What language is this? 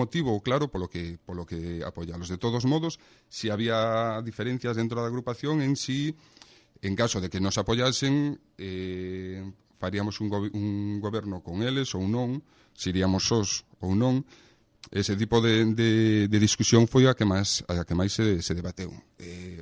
Galician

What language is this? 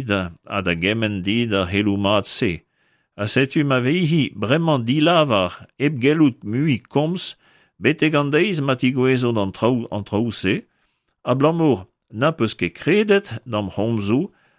Breton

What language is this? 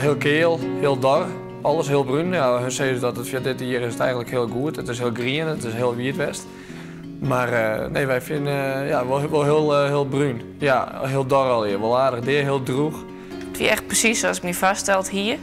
Western Frisian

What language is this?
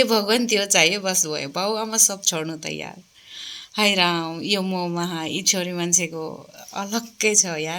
Nepali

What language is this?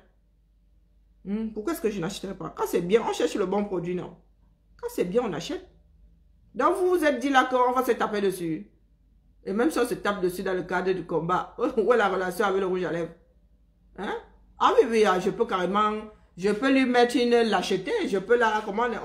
French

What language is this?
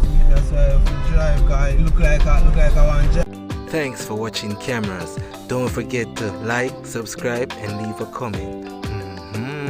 Jamaican Creole English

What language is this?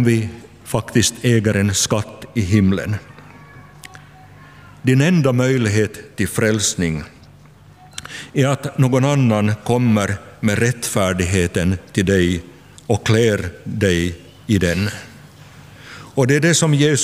Swedish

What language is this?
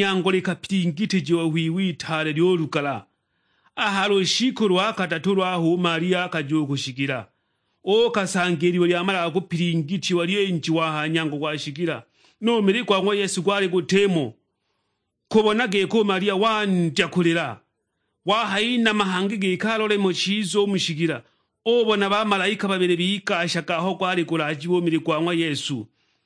Sukuma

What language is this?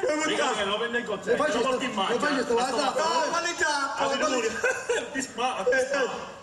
Sicilian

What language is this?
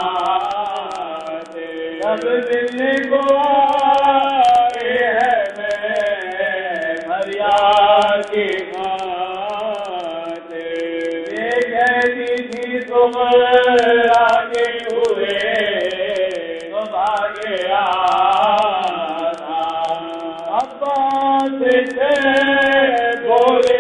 Urdu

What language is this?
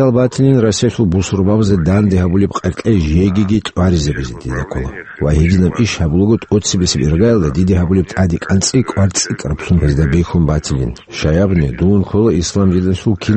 Avaric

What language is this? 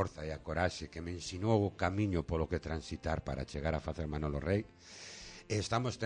Galician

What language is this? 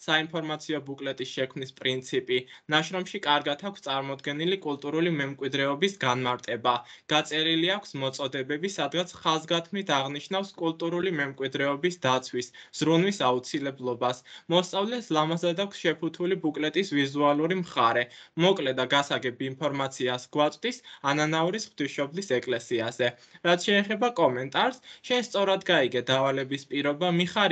Georgian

